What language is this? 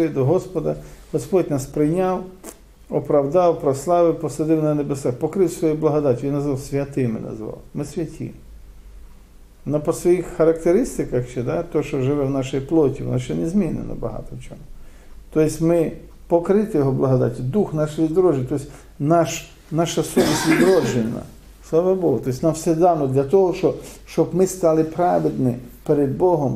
Ukrainian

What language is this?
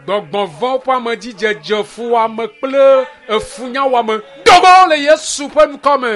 Ewe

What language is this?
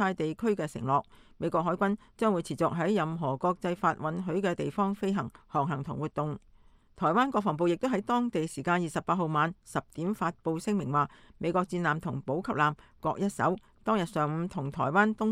Cantonese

